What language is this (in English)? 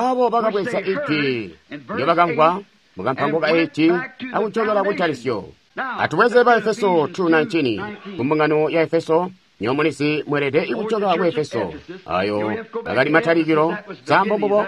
Tonga (Zambia)